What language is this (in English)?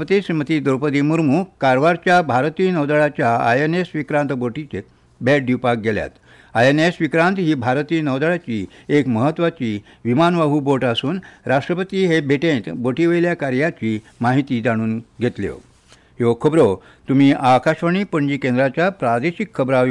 Konkani